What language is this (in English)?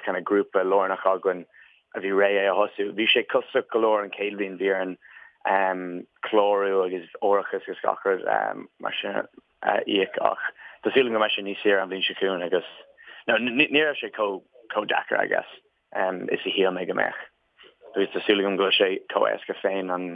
Irish